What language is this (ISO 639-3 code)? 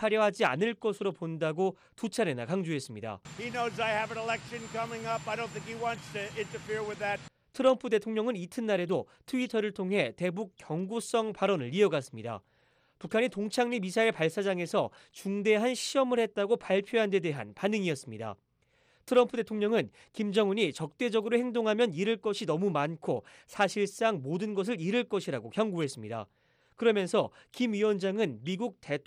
kor